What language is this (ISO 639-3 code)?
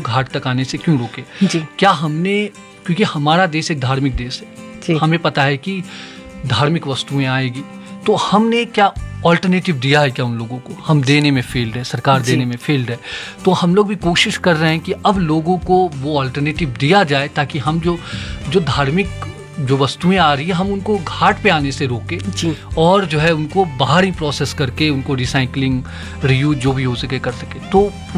hin